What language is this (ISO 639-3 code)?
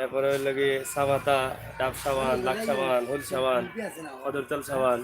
syl